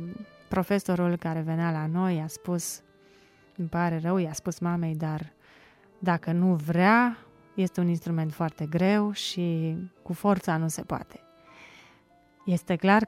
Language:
Romanian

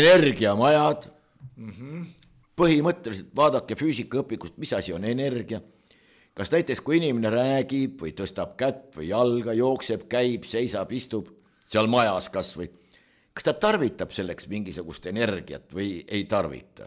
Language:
Estonian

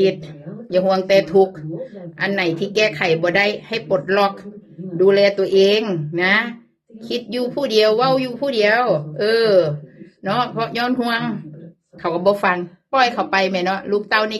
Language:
Northeastern Thai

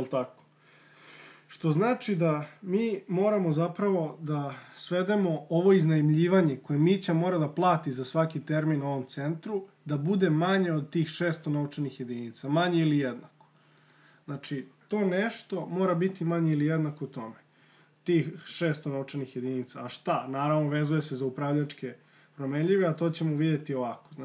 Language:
Serbian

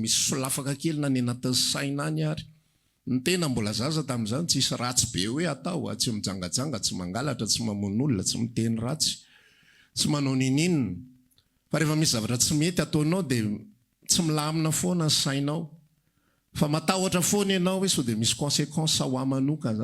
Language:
Malagasy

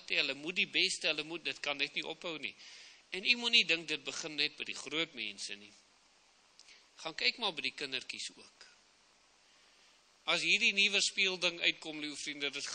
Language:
Afrikaans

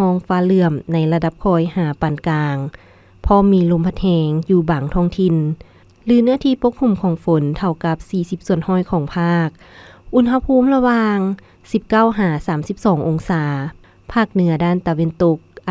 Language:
Lao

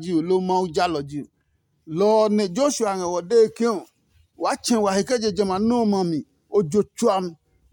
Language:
Adangme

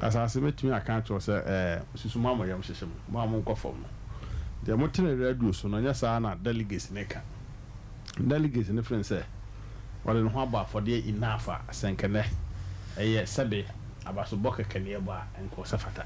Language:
Akan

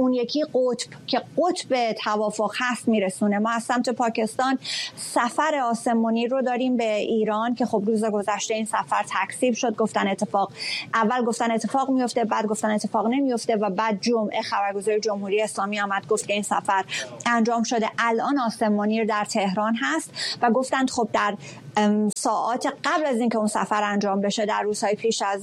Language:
Persian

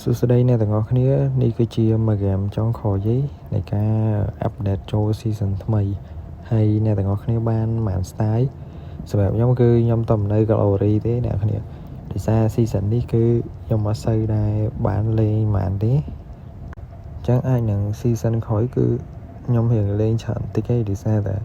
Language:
Khmer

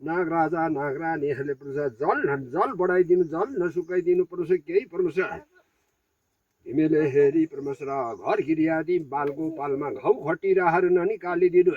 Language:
Nepali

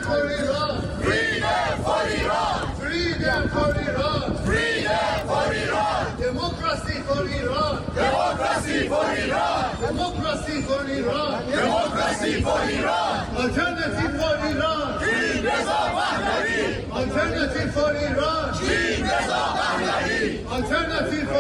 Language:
Persian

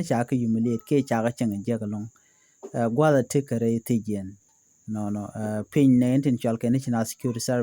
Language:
Nuer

